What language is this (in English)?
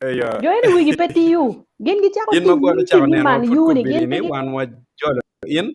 Acoli